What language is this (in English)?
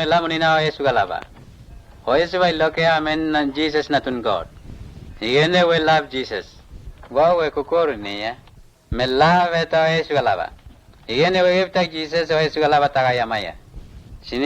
Mota